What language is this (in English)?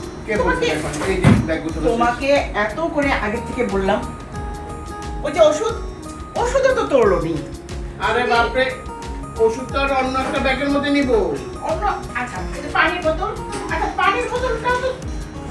Bangla